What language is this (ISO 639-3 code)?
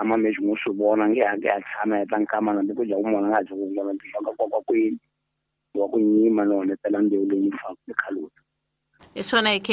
tso